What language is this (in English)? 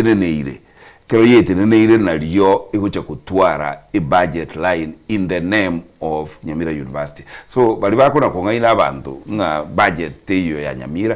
Gusii